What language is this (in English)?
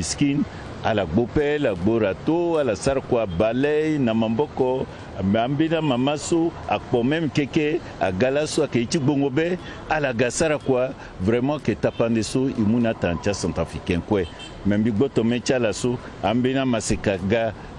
Sango